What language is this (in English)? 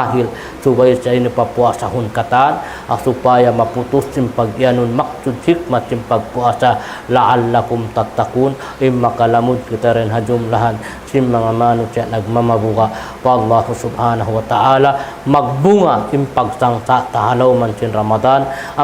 Tausug